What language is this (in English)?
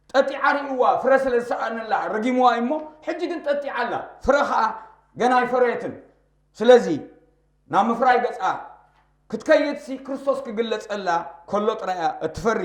Tigrinya